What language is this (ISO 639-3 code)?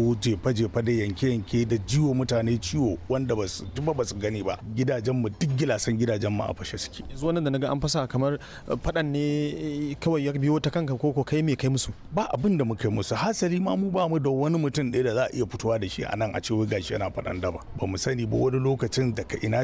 hau